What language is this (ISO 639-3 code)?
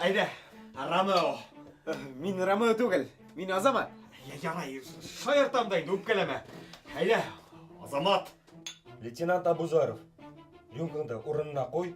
bak